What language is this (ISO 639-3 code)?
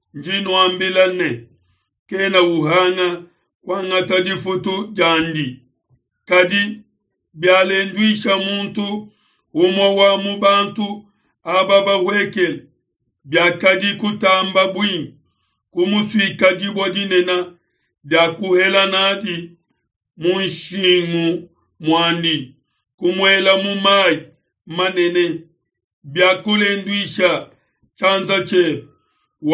lua